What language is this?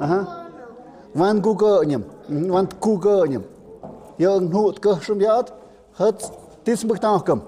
Tlahuitoltepec Mixe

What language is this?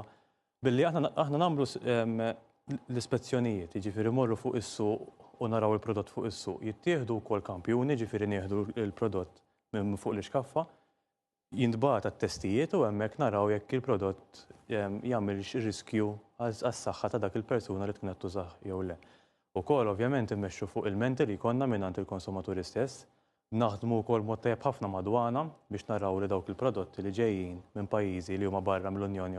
Maltese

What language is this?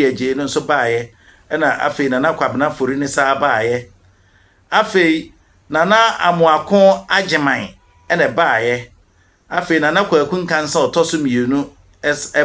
Akan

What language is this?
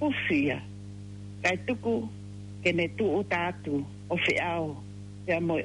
Tongan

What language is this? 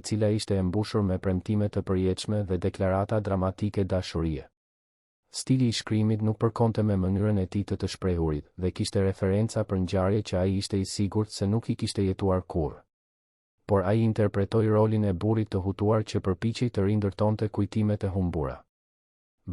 Albanian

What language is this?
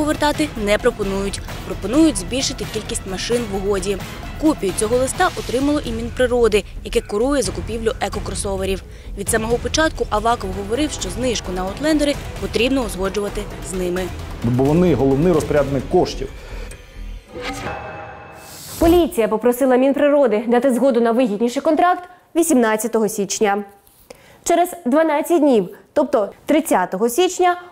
Ukrainian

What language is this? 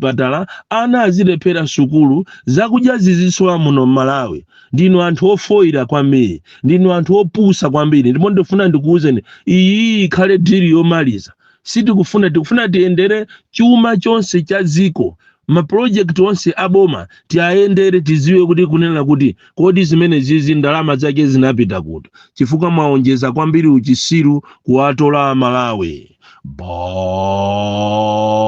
Nyanja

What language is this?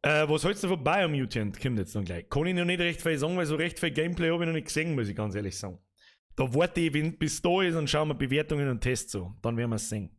Bavarian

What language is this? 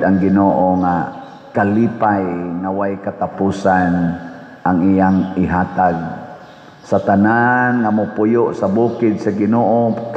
Cebuano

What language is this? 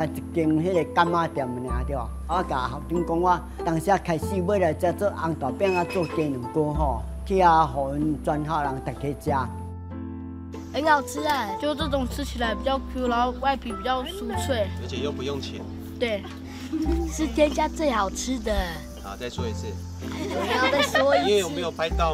Min Nan Chinese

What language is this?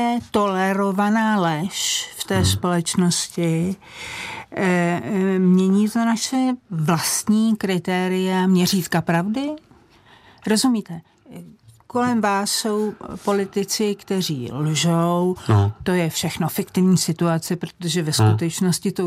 Czech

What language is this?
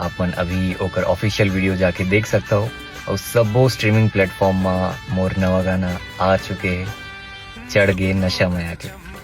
Chhattisgarhi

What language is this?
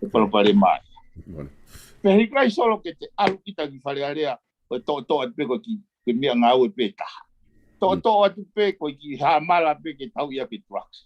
Tongan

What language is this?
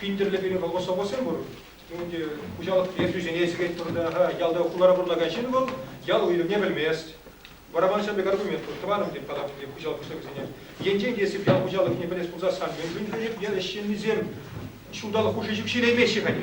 Chuvash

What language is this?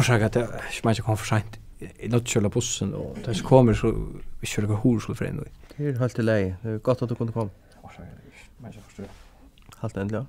Faroese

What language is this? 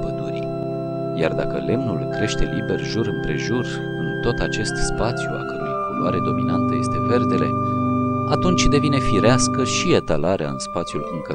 Romanian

